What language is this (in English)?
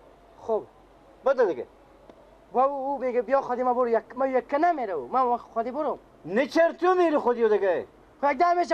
Persian